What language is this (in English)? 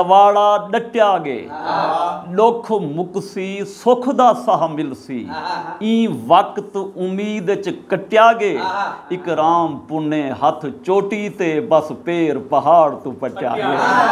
Saraiki